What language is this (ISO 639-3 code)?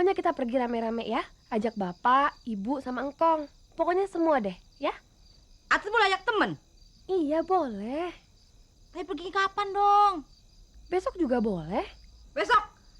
bew